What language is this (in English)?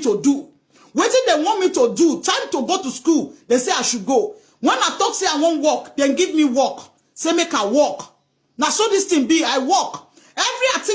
Nigerian Pidgin